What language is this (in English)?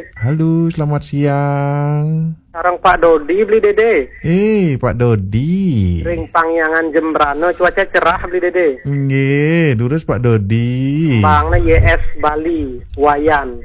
Balinese